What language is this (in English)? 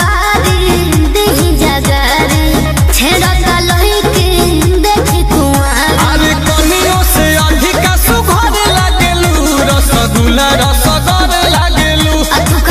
Bhojpuri